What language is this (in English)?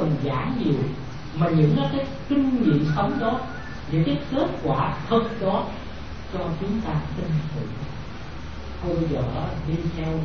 Vietnamese